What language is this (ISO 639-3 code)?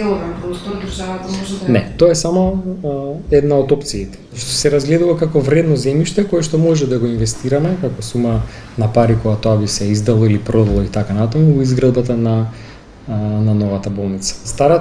mkd